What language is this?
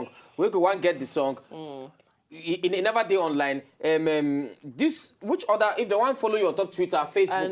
Nigerian Pidgin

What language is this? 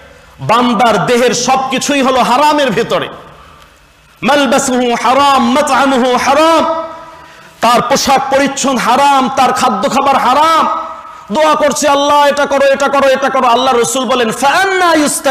Bangla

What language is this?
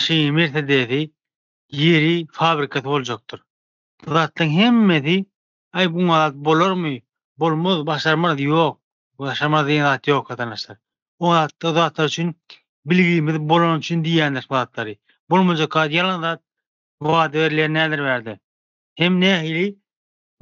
Turkmen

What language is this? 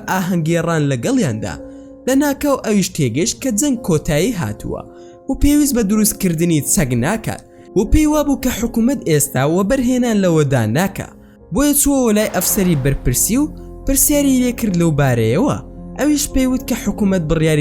Central Kurdish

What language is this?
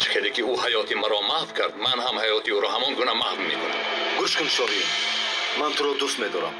Tajik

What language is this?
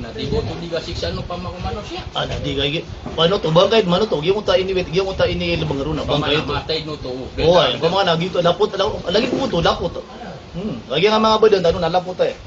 Maranao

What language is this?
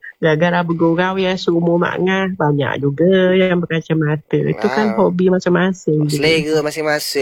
Malay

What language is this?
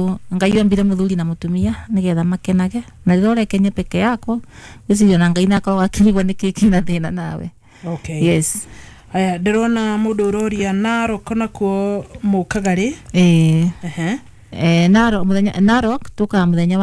Kikuyu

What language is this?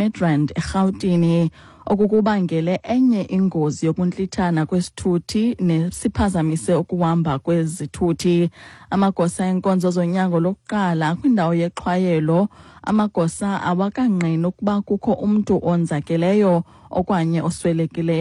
Xhosa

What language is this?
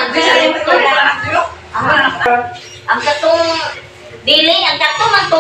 Cebuano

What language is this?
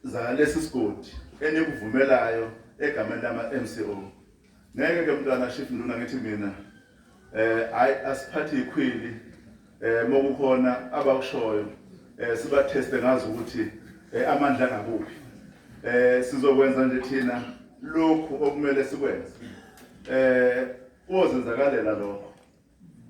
Zulu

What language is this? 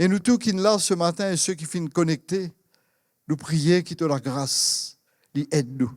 Morisyen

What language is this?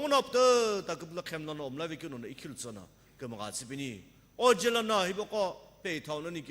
Sumi Naga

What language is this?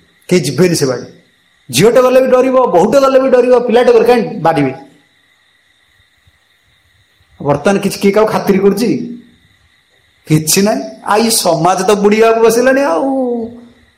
Odia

